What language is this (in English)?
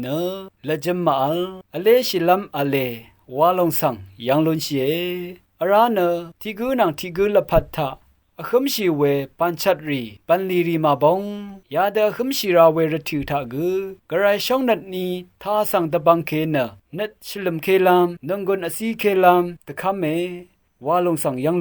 Rawang